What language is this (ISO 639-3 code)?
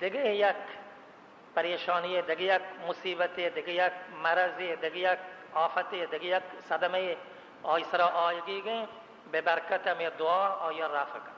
bal